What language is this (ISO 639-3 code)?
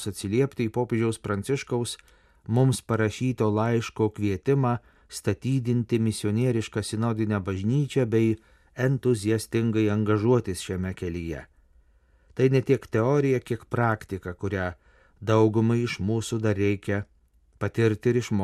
lit